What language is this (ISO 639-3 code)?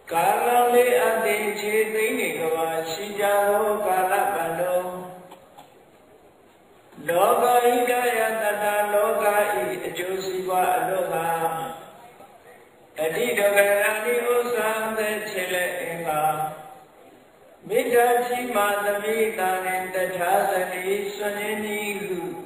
mya